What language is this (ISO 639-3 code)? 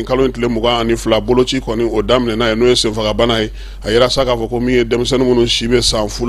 bam